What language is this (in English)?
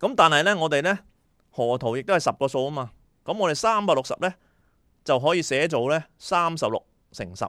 Cantonese